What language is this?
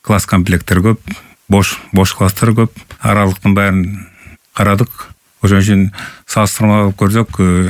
Kyrgyz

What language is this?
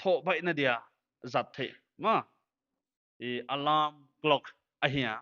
Paite Chin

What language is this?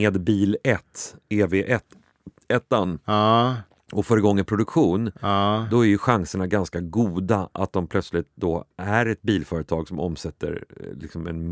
Swedish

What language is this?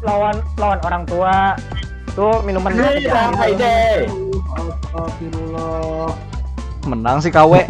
Banjar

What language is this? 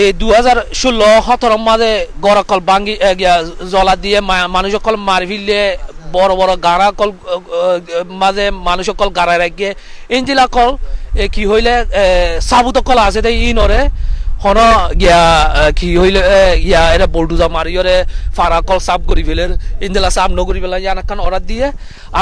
Rohingya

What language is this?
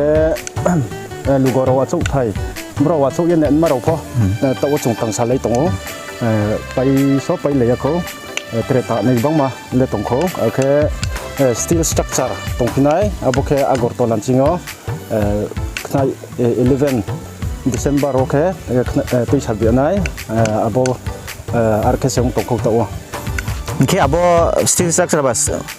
Riang (India)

